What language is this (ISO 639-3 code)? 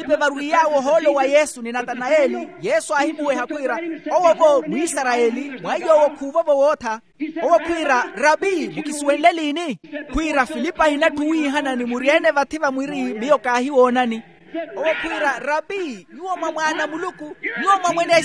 vmw